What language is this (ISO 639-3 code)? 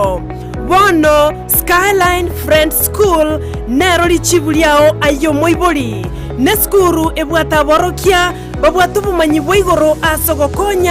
guz